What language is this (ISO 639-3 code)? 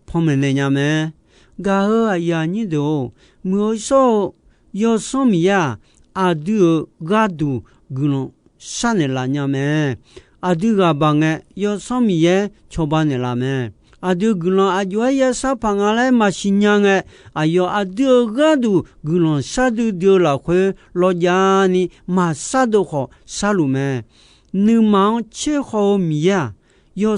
ahk